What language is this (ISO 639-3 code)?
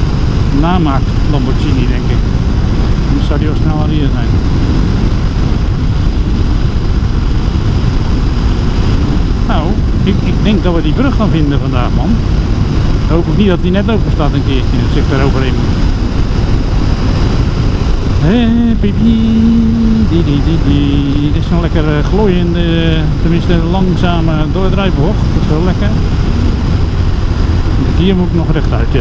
nld